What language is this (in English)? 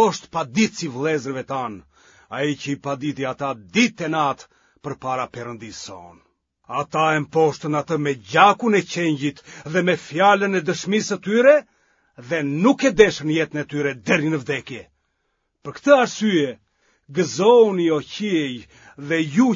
Albanian